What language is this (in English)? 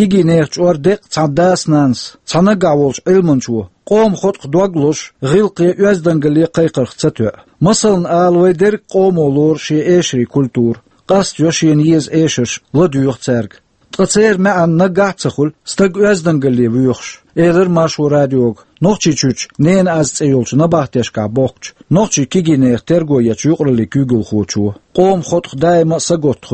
Chechen